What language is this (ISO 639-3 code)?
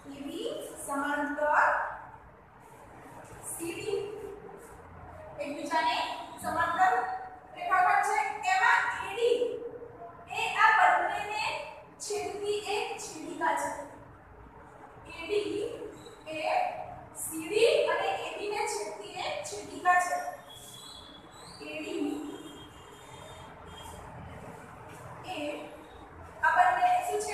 guj